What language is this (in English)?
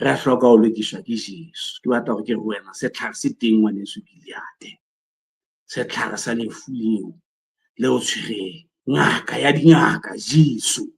Southern Sotho